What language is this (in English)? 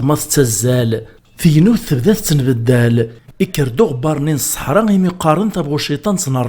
Kabyle